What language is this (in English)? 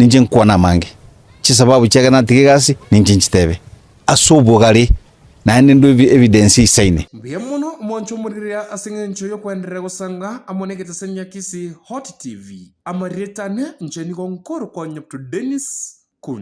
Gusii